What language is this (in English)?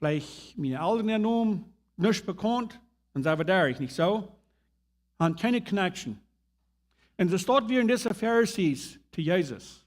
Plautdietsch